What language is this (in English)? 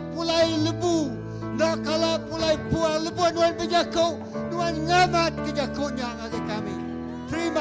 Iban